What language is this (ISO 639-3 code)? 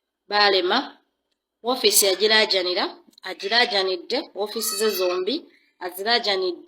lug